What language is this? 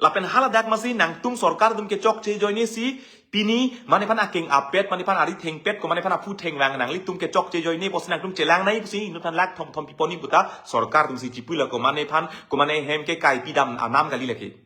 Karbi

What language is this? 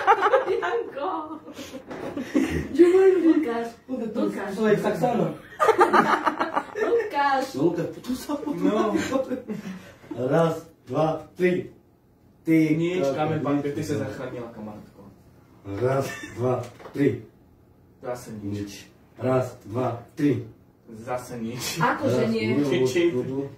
Slovak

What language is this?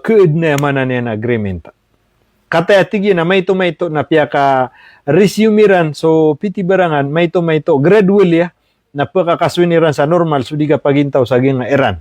Maranao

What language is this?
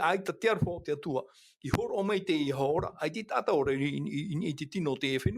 Tahitian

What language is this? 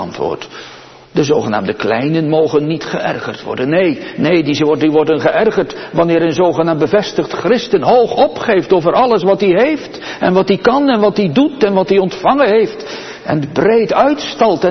Dutch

